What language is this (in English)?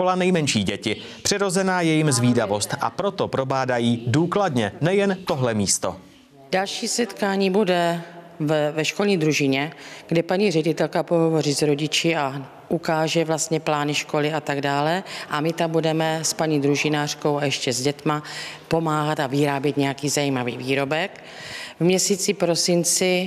Czech